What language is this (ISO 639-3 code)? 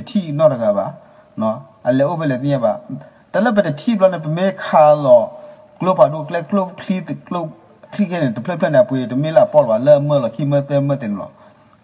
ksw